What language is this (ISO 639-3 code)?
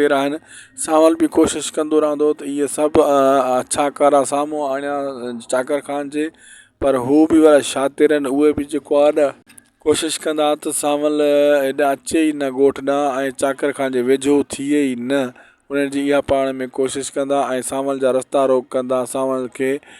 snd